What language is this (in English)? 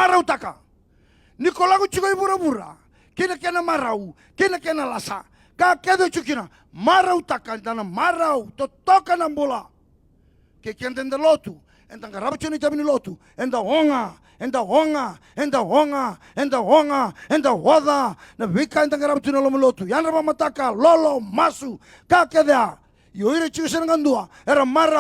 Fijian